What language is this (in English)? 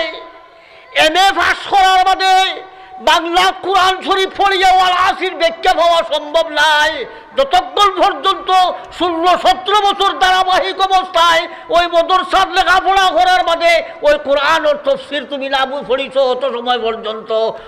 Sylheti